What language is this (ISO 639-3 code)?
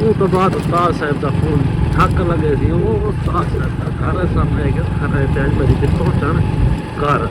skr